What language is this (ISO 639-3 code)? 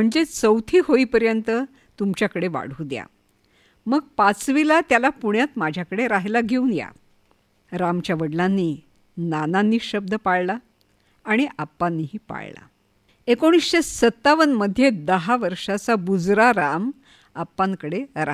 mar